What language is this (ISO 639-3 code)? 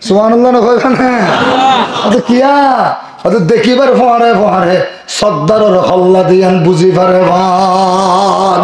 rhg